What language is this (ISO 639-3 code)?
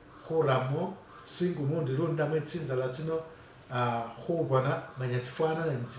myx